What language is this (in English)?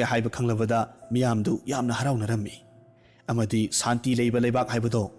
Manipuri